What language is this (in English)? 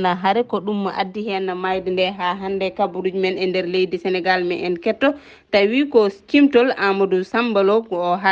Fula